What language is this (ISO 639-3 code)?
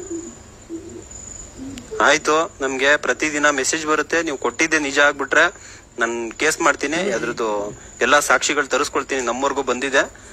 kan